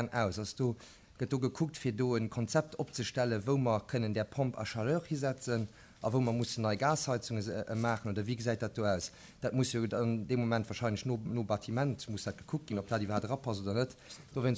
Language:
Luxembourgish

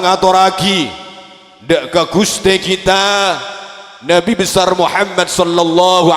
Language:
Madurese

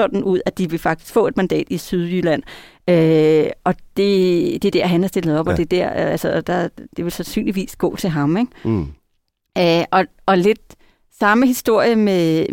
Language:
Danish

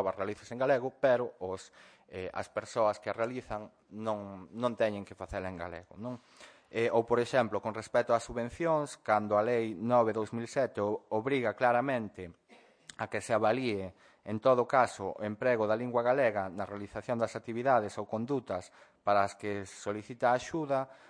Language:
Galician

